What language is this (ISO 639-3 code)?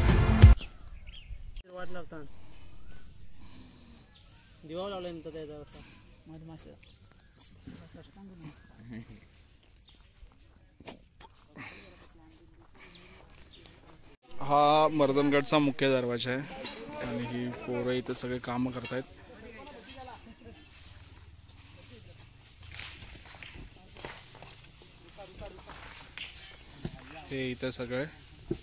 mar